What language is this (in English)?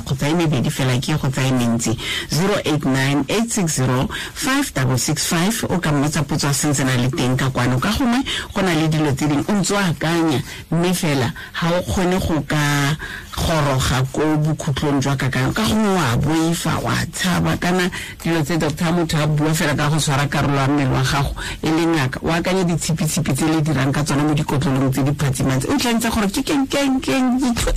Tswana